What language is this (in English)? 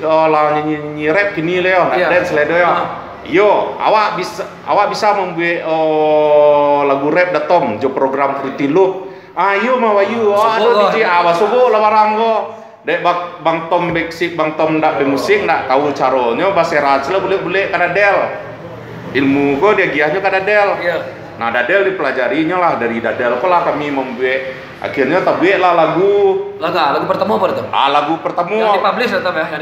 Minangkabau